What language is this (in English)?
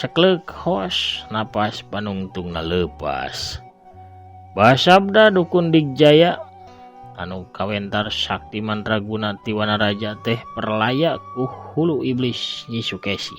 Sundanese